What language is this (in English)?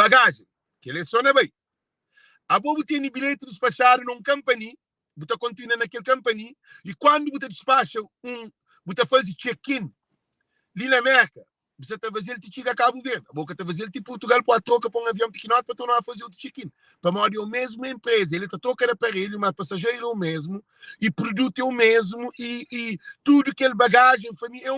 Kabuverdianu